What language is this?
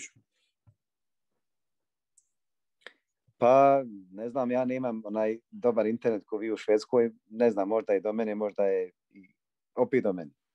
Bosnian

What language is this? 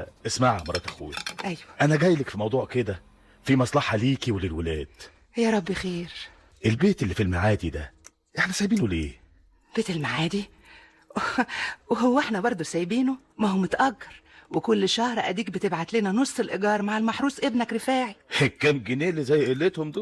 Egyptian Arabic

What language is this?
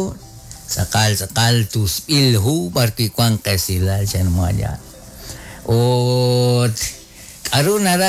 Kekchí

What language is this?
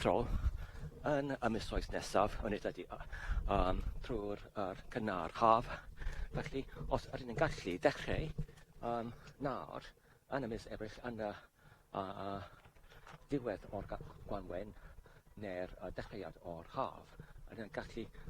Welsh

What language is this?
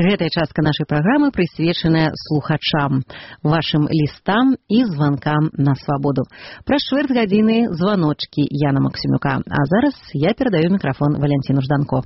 Belarusian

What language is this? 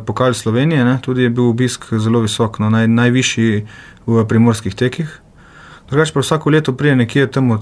Slovenian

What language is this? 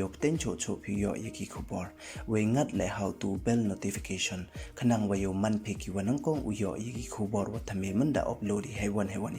Pnar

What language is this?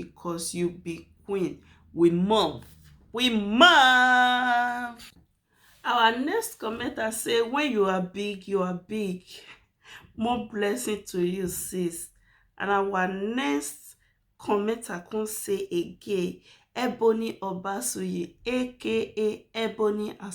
Nigerian Pidgin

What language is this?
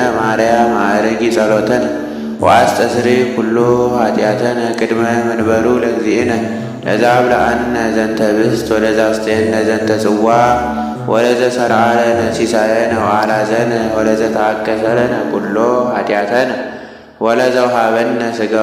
Geez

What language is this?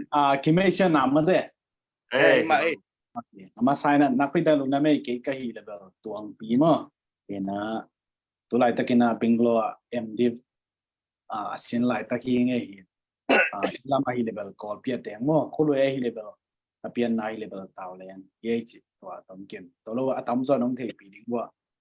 Tedim Chin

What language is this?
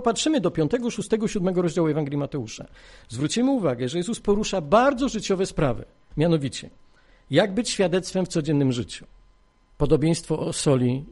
Polish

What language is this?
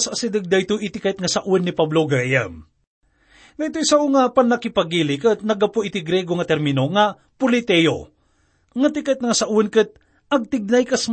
Iloko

